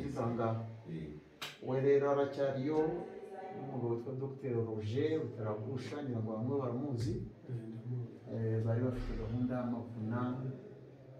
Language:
Kinyarwanda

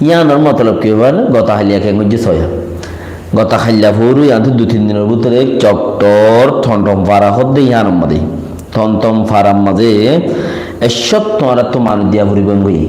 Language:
Rohingya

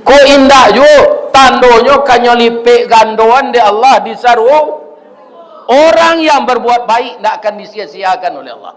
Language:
Minangkabau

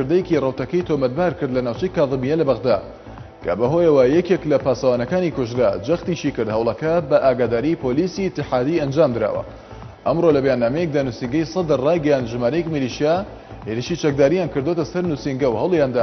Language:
Central Kurdish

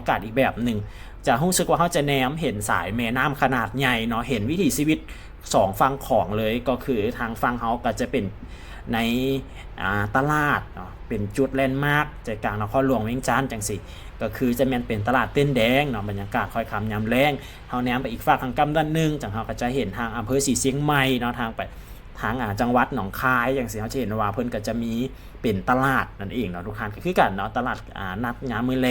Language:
Lao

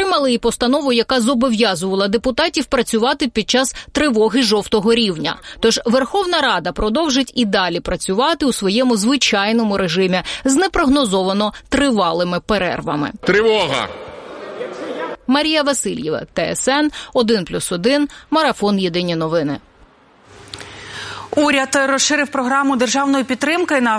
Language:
Ukrainian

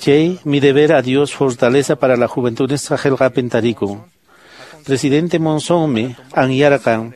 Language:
Quechua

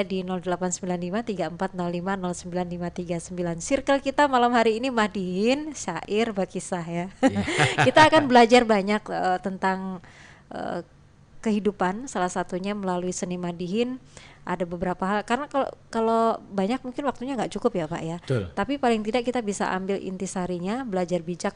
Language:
Banjar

